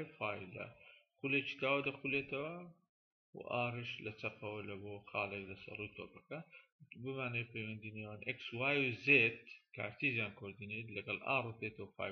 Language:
Central Kurdish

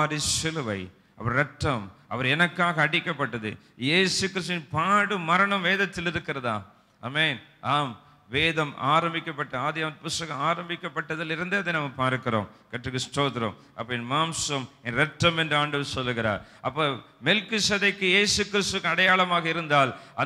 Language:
Tamil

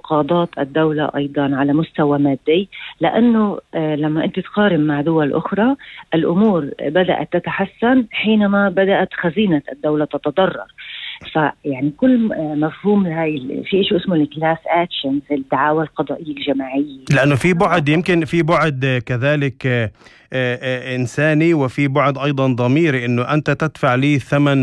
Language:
North Levantine Arabic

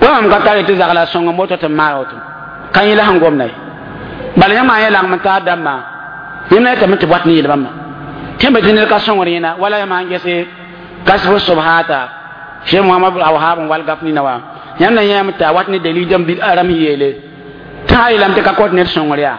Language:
Mossi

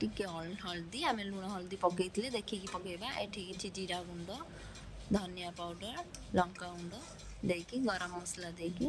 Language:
Odia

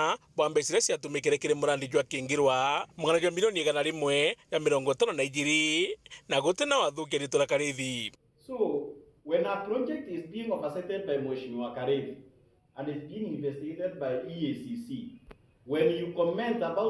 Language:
Meru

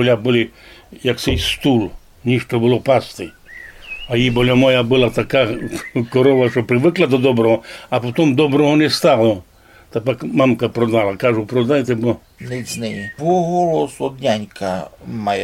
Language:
Rusyn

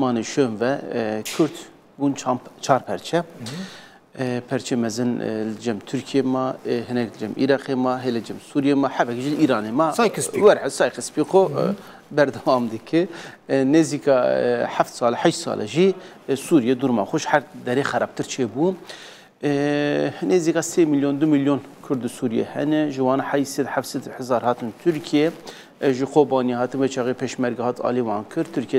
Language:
Kurdish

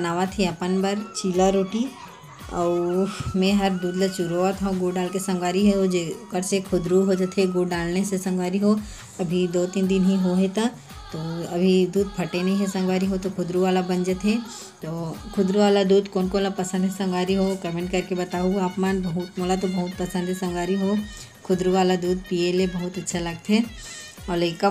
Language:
Chhattisgarhi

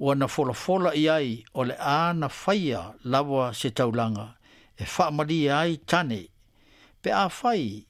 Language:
Samoan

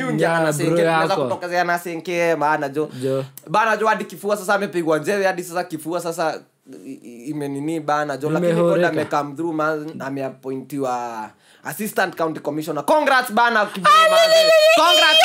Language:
Swahili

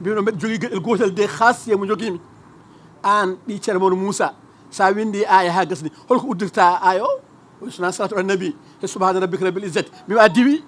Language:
Fula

